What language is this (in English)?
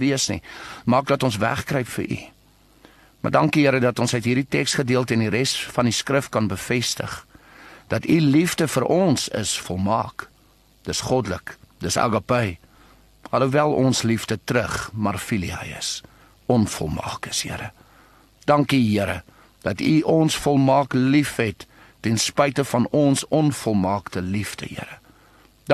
Afrikaans